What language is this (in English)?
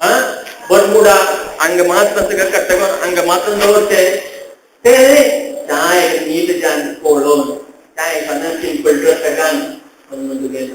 Konkani